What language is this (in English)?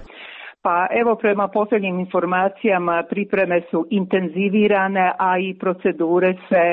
Croatian